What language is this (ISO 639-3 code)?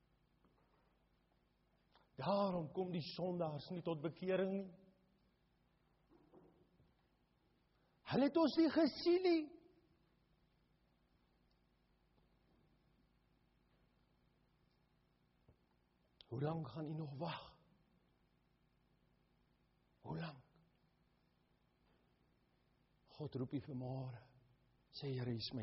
afr